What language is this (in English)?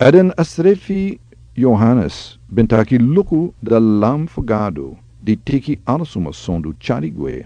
Sranan Tongo